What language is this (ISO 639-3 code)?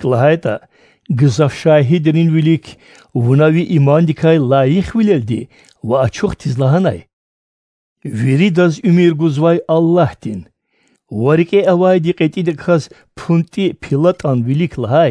lez